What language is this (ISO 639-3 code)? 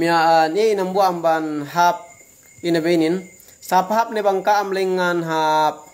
yka